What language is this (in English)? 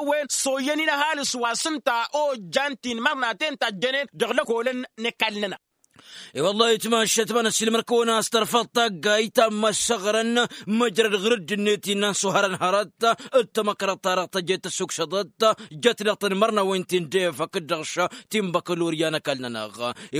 Tamasheq